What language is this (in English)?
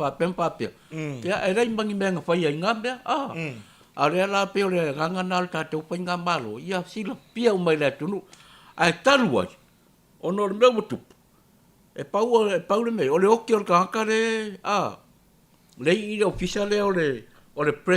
Samoan